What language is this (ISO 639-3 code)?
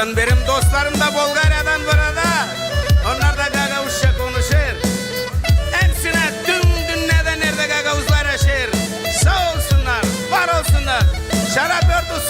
gag